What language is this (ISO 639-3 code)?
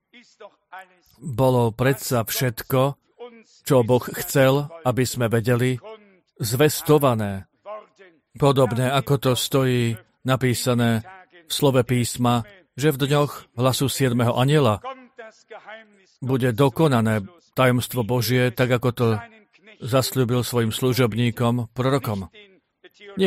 slk